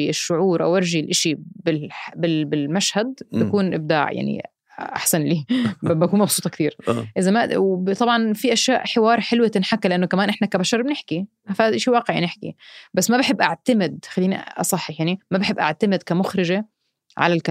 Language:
North Levantine Arabic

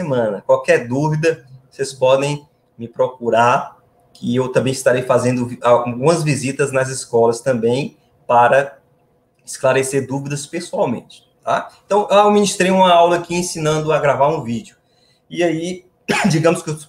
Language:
Portuguese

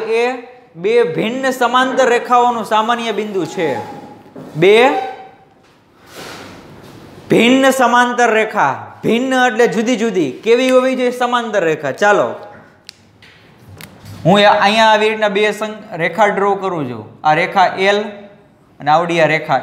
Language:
Gujarati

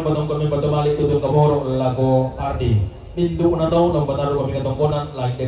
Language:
Toraja-Sa'dan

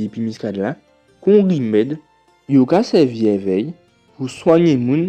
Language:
Guadeloupean Creole French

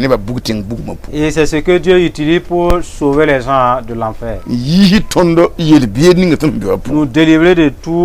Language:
Mossi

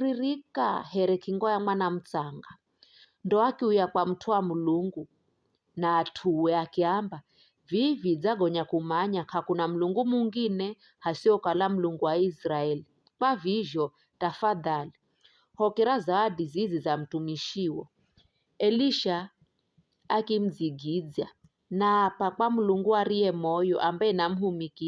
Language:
Giryama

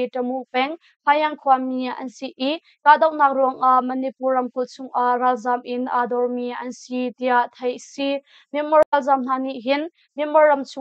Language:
Hakha Chin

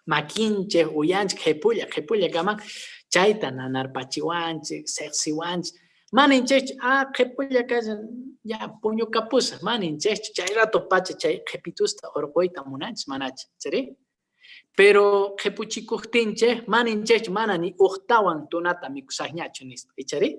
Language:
Quechua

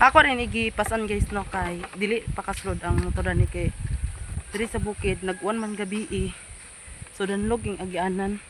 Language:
Cebuano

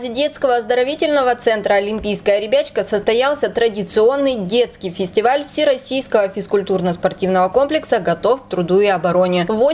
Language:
Russian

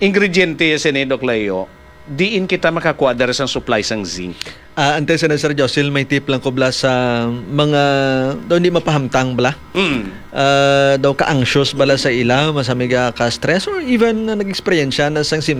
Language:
Hiligaynon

